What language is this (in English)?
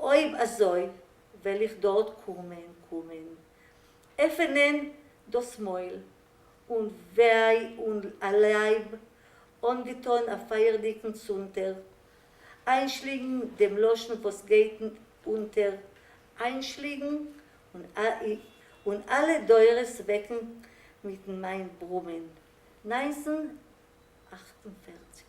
Yiddish